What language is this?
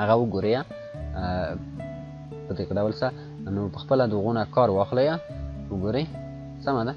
Pashto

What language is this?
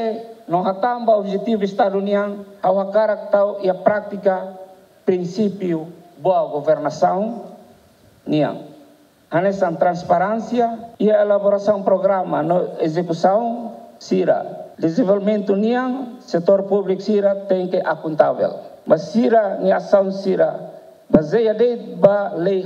Tetum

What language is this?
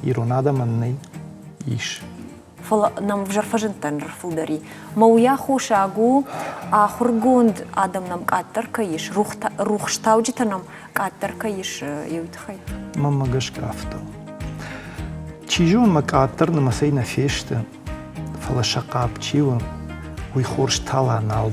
Ossetic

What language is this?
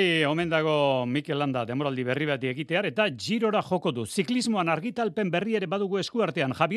Basque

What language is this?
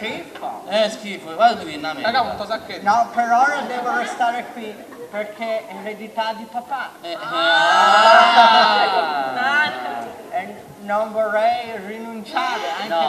Sicilian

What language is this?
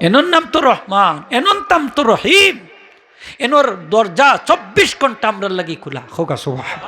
Sylheti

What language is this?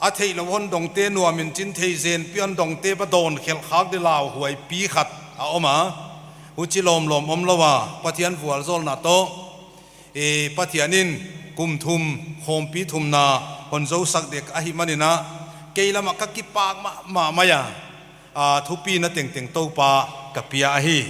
Paite Chin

